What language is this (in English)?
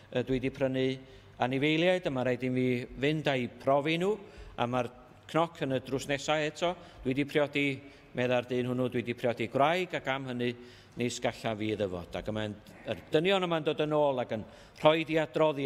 Welsh